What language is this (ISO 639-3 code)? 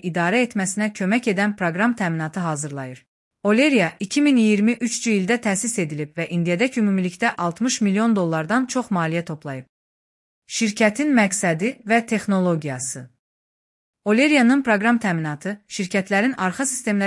aze